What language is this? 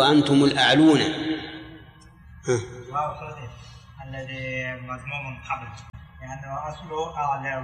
Arabic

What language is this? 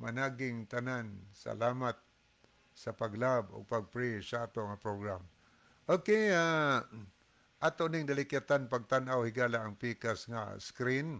Cebuano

